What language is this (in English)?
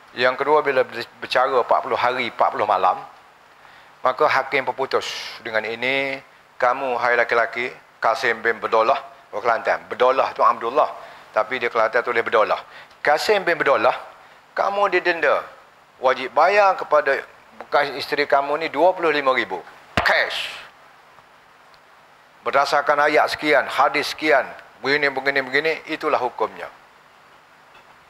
Malay